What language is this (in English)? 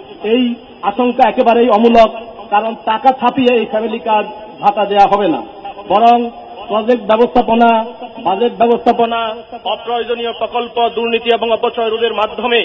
Bangla